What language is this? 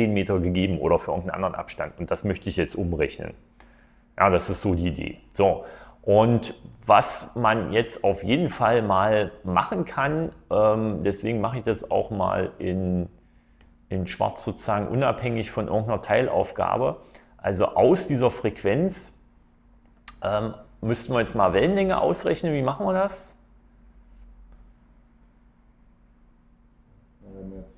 German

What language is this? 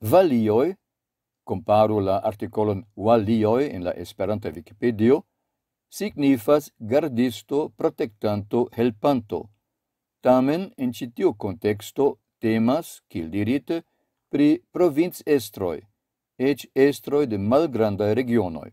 Esperanto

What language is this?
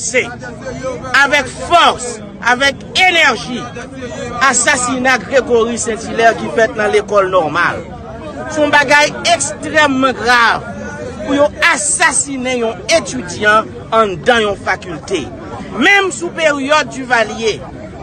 Haitian Creole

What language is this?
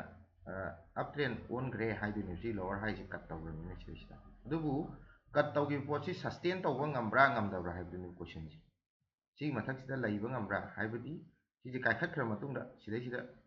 Manipuri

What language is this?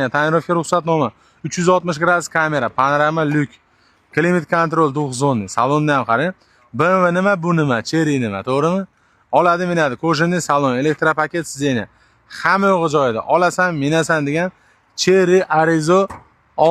Uzbek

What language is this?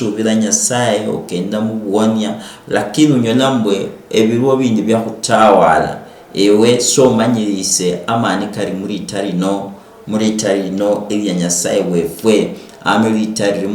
Luyia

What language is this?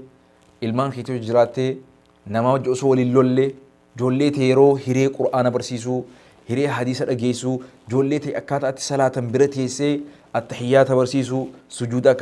Oromo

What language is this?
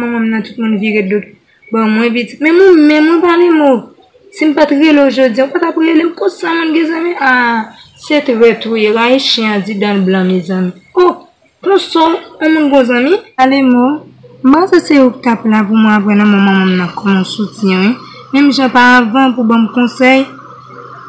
Haitian Creole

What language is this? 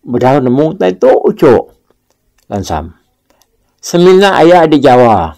Iban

